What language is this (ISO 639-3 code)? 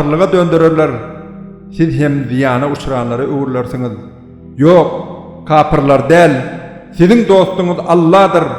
tuk